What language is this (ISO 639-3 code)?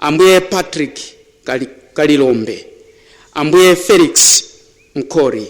nya